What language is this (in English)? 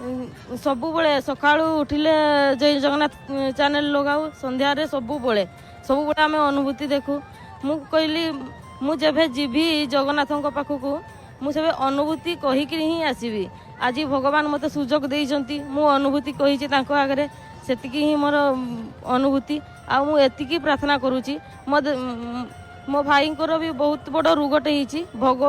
Odia